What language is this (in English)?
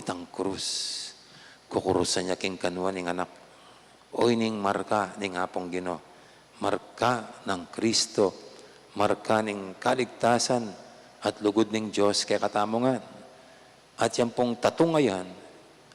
Pampanga